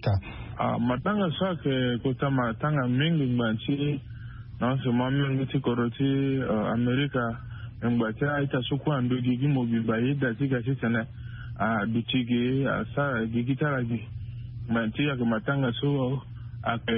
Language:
Sango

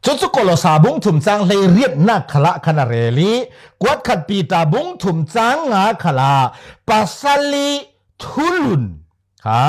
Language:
Falam Chin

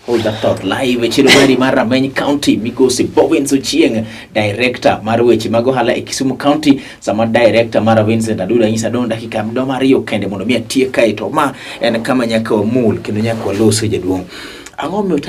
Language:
Luo (Kenya and Tanzania)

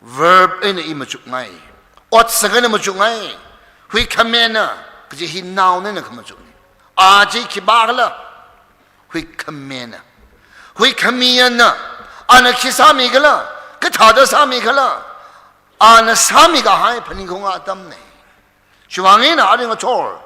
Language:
Tangkhul Naga (India)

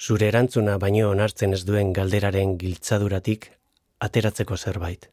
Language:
Basque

